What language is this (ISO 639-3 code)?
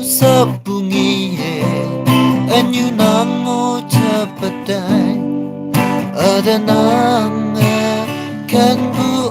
nag